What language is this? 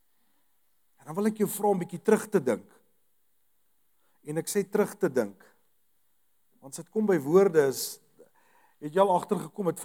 Afrikaans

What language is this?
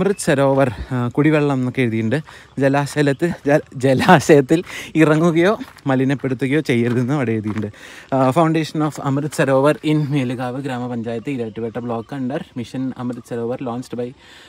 Malayalam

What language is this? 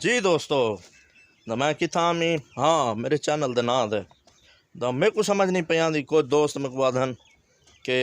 Saraiki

